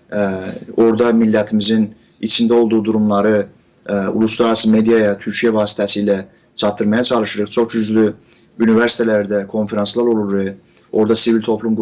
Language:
South Azerbaijani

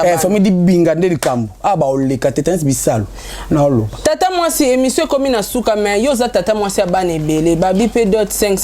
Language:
Lingala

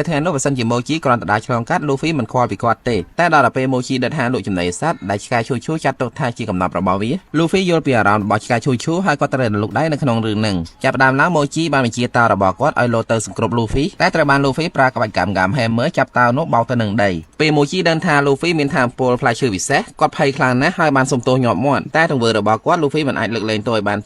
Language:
Khmer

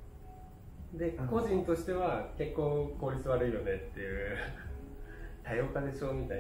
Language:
Japanese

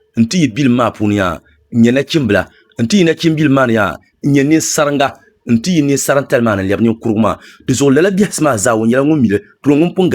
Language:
Dagbani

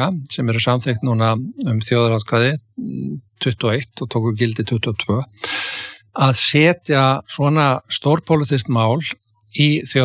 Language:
Icelandic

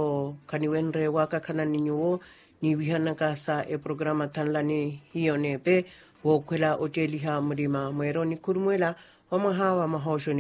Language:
Makhuwa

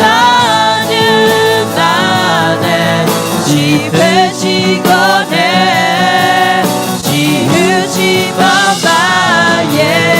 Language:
Akha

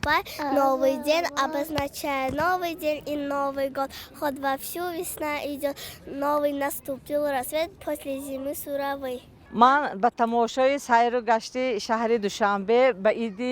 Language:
Tajik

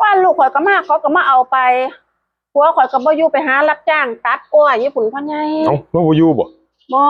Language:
Northeastern Thai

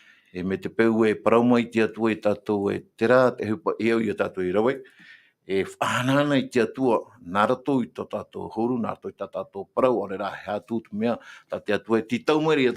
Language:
Tahitian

